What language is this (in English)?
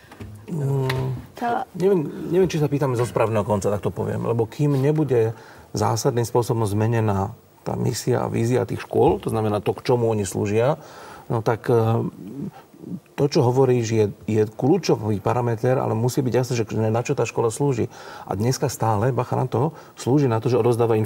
Slovak